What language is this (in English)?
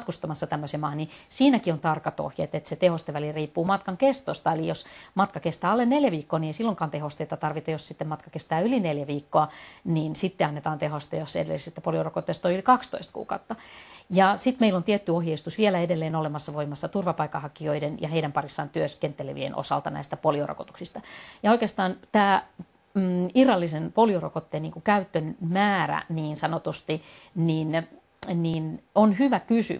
Finnish